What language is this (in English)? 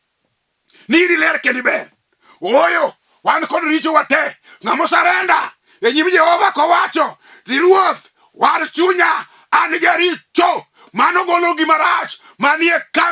Luo (Kenya and Tanzania)